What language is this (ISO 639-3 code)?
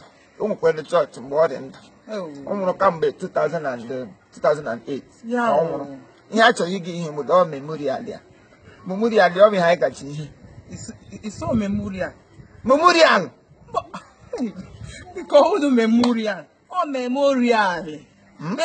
ibo